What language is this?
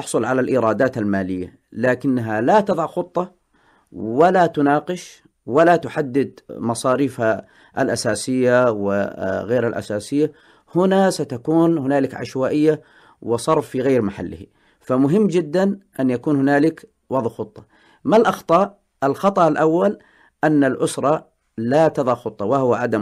Arabic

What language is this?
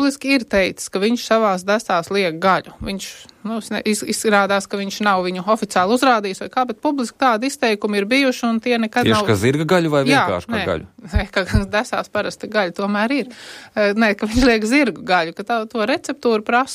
Latvian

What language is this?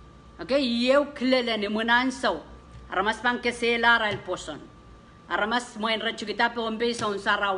Pohnpeian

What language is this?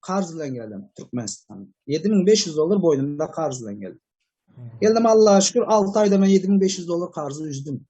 Turkmen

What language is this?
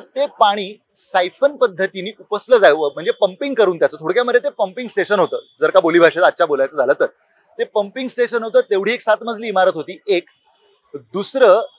Marathi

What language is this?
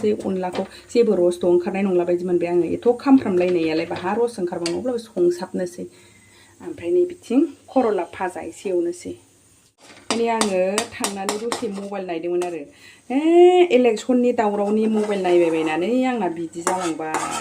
Bodo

